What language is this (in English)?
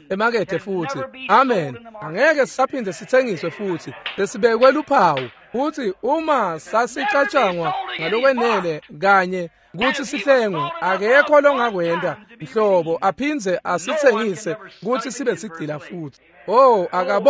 Swati